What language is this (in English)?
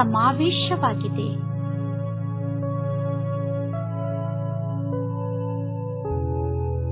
Kannada